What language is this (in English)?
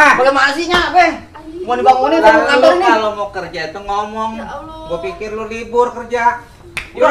Betawi